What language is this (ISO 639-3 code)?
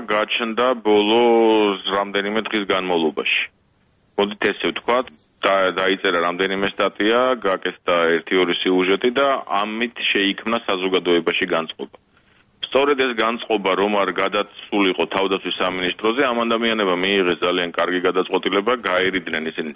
kat